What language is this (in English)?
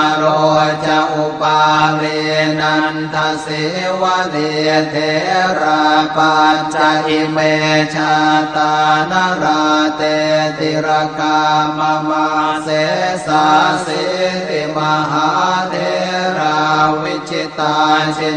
Pali